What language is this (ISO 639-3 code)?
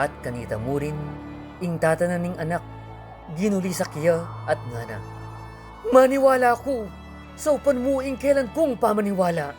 pam